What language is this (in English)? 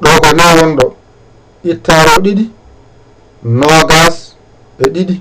Fula